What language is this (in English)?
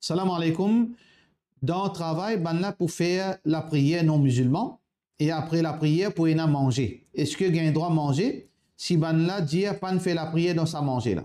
Morisyen